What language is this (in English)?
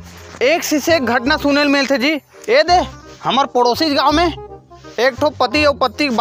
Chhattisgarhi